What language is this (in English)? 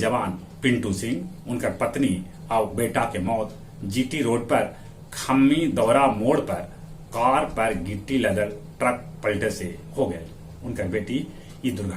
Magahi